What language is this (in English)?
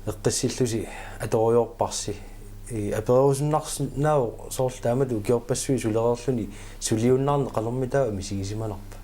Kalaallisut